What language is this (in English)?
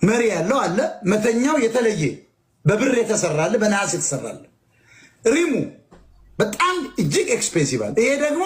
Amharic